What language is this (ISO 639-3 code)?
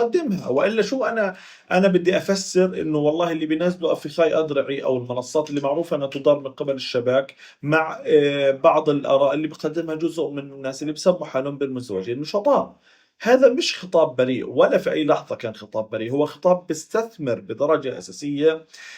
apc